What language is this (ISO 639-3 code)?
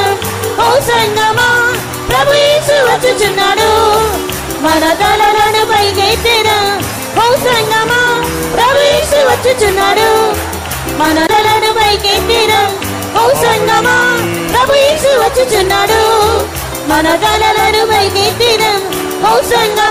tel